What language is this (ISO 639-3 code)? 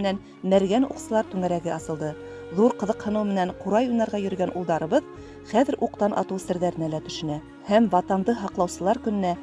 bak